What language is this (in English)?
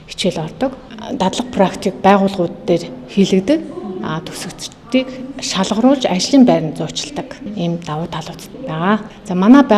Mongolian